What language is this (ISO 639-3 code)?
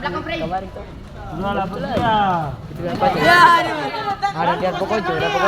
abs